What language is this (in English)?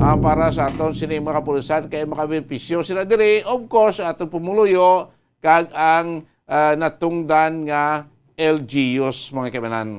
Hiligaynon